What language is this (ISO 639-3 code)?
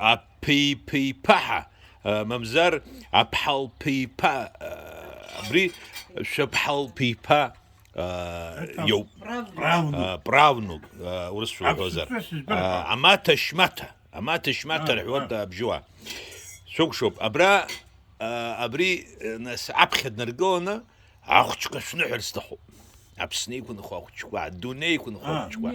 abk